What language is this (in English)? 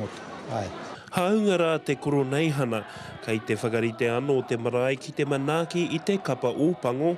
Māori